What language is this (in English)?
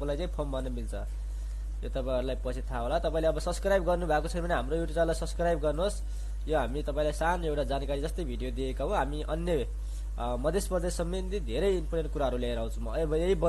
Nepali